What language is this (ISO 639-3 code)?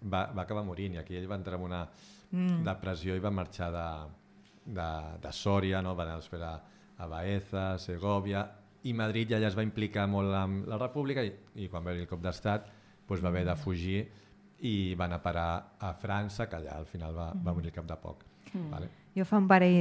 cat